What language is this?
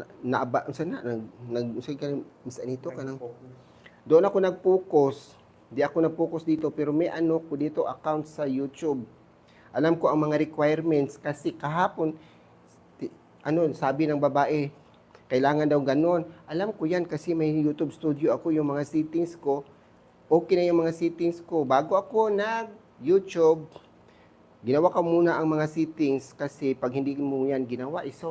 Cebuano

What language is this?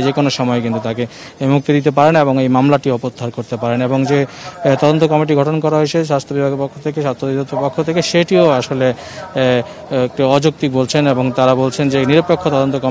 Bangla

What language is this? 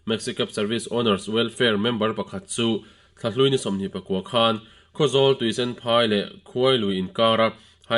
Mizo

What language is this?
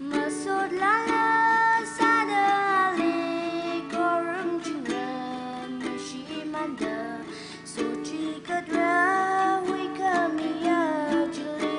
Tangkhul Naga (India)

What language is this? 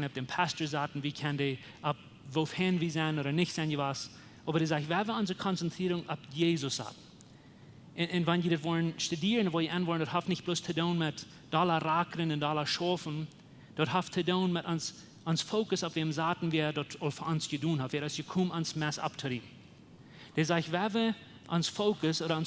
Plautdietsch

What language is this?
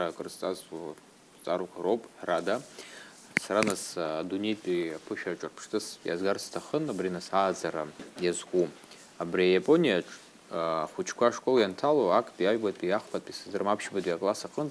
Abkhazian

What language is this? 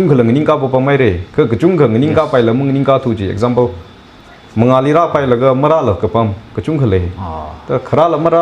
Tangkhul Naga (India)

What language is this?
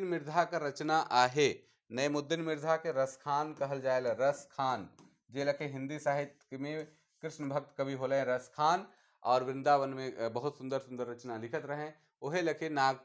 Sadri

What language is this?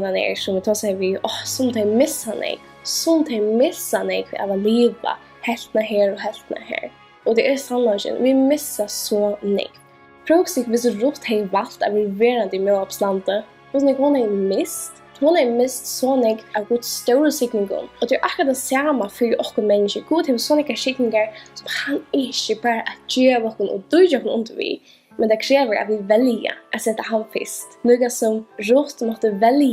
Faroese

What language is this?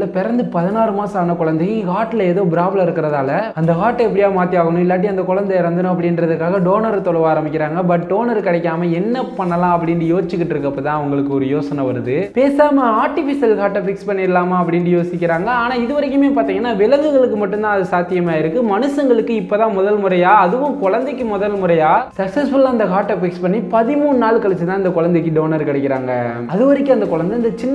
Tamil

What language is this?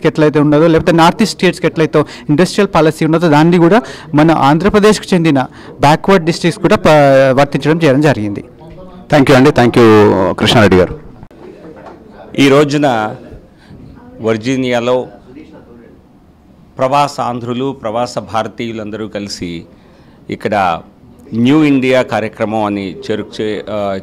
Telugu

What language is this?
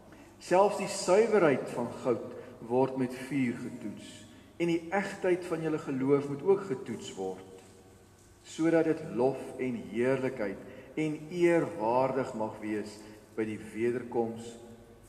Afrikaans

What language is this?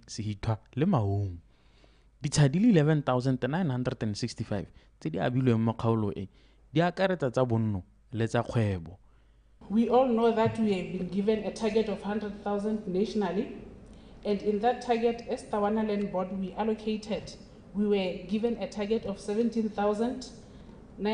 Tswana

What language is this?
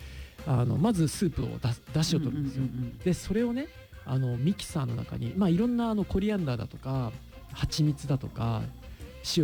Japanese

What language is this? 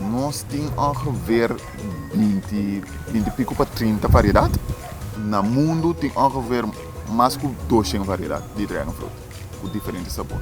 Papiamento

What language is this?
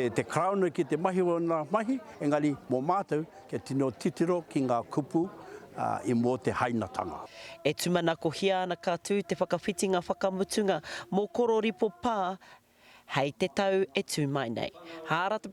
Māori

